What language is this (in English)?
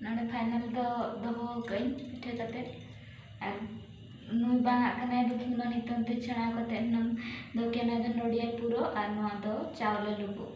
Santali